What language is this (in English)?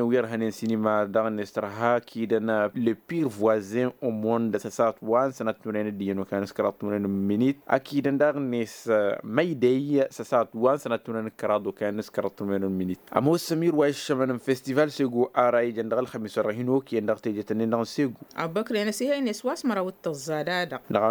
Tamasheq